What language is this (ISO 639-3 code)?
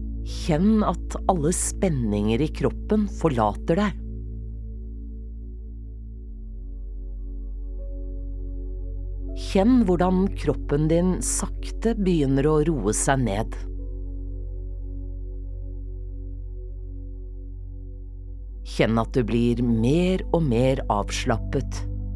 nor